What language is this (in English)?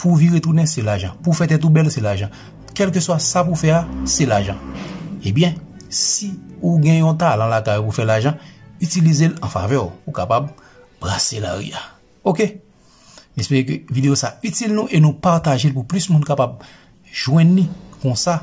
Haitian Creole